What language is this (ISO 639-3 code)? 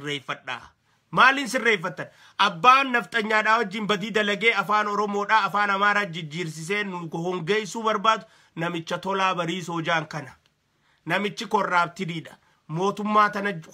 orm